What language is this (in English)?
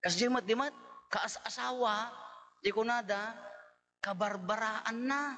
Iloko